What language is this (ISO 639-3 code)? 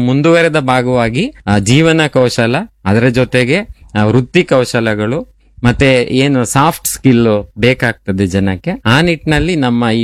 kan